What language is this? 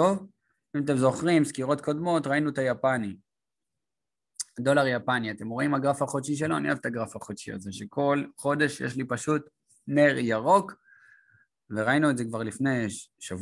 Hebrew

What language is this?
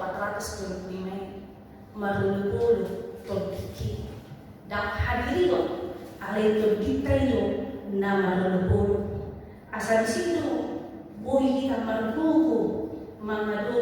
Batak Toba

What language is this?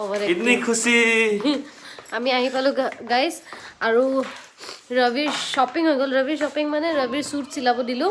Assamese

